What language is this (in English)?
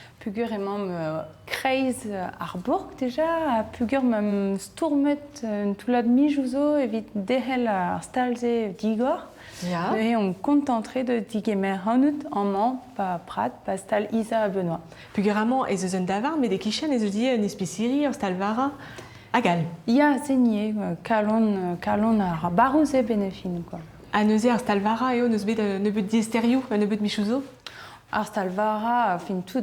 Breton